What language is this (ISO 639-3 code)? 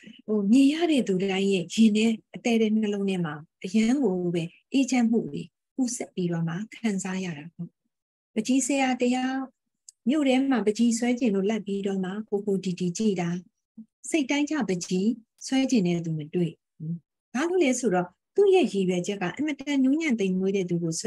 mya